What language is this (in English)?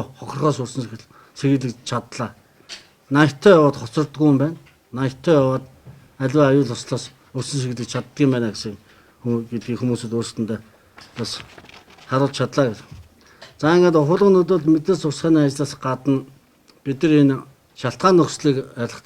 Mongolian